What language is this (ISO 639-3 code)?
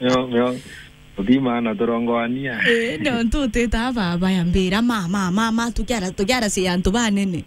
mer